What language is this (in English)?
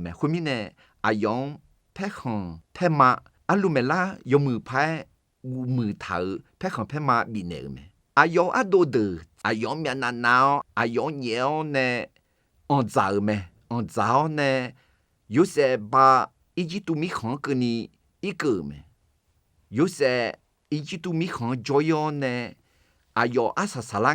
Akha